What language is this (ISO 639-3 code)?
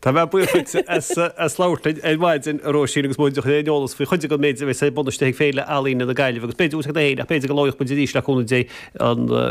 gle